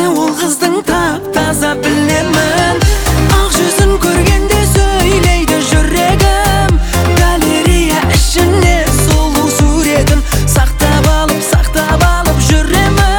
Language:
Kazakh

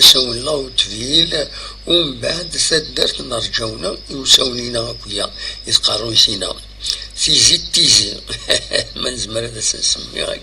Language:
Kabyle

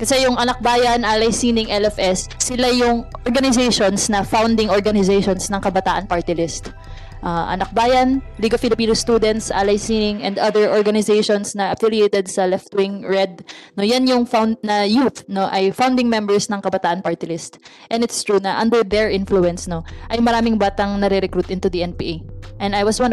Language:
Filipino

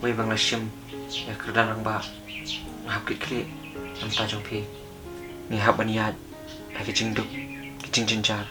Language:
Khasi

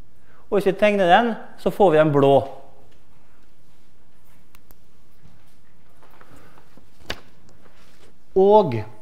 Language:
Norwegian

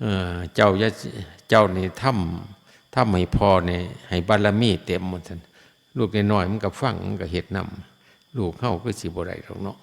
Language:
Lao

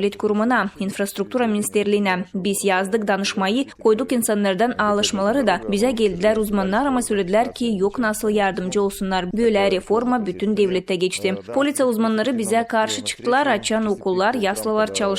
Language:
Gagauz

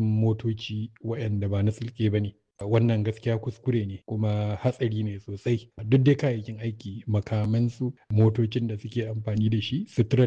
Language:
Hausa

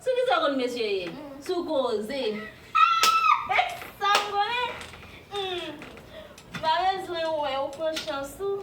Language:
Haitian Creole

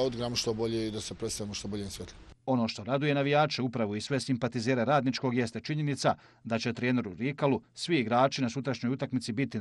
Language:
Bosnian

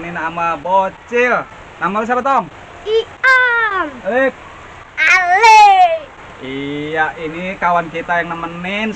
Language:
Betawi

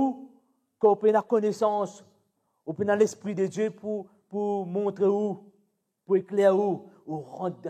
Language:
Morisyen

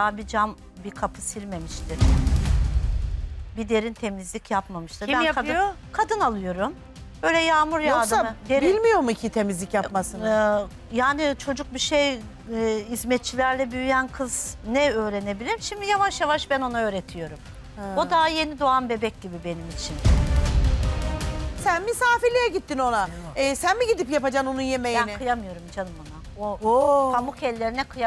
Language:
Turkish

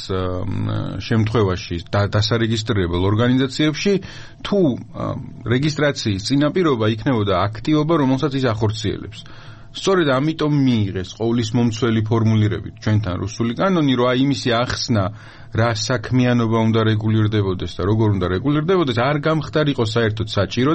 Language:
Georgian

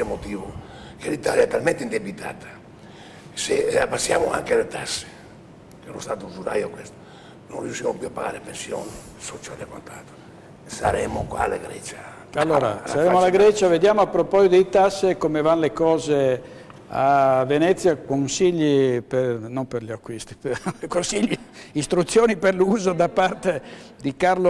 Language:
Italian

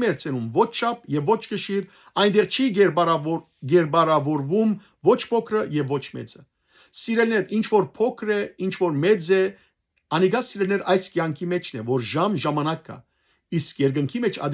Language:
Western Armenian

